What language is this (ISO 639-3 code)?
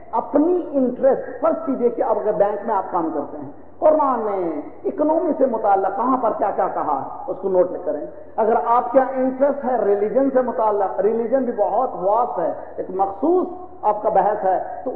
urd